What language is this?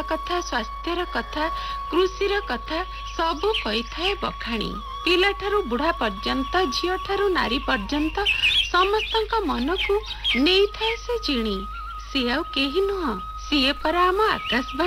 Odia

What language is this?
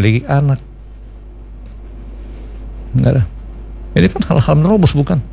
Indonesian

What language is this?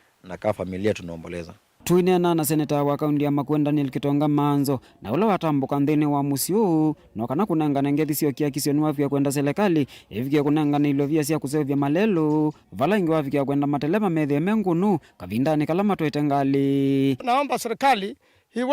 Kamba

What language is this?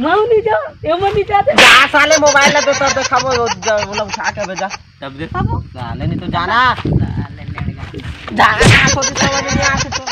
Chhattisgarhi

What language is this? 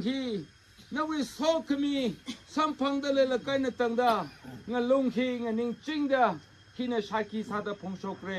Tangkhul Naga (India)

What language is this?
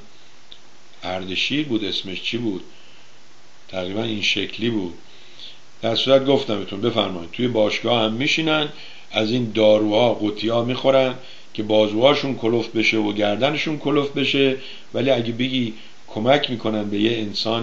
Persian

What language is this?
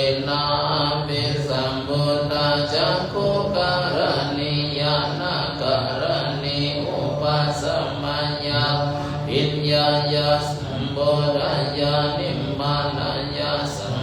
Pali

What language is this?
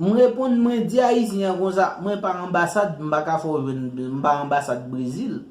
Haitian Creole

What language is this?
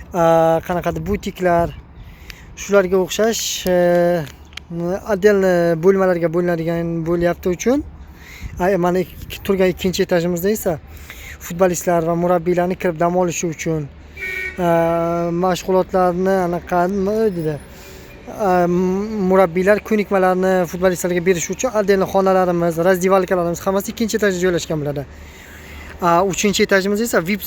Uzbek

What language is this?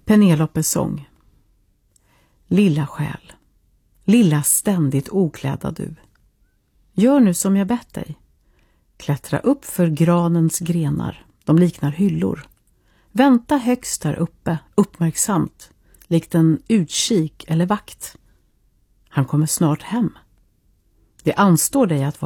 Swedish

